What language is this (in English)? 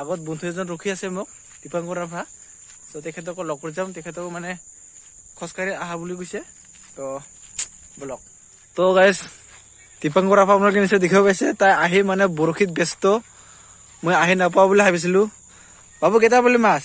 Assamese